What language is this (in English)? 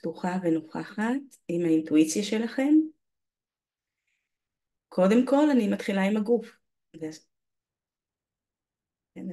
Hebrew